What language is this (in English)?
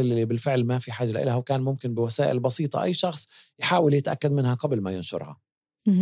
North Levantine Arabic